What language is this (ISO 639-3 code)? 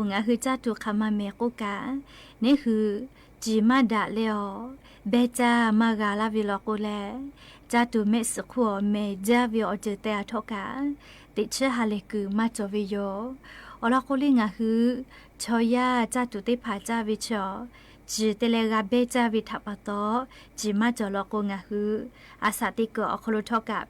lhu